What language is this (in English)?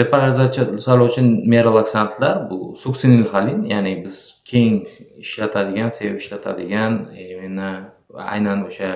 Uzbek